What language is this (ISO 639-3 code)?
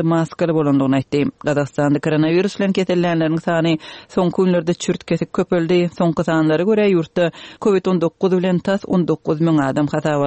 tuk